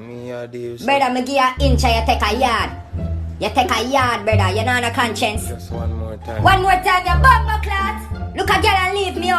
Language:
Jamaican Creole English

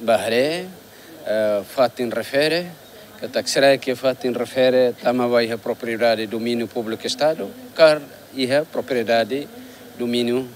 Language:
Tetum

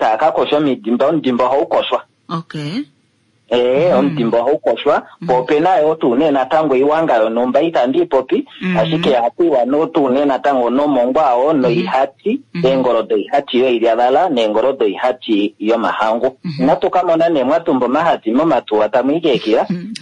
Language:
Kuanyama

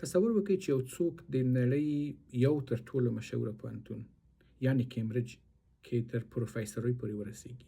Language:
Pashto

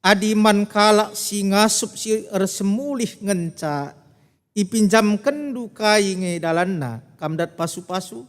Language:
Batak Karo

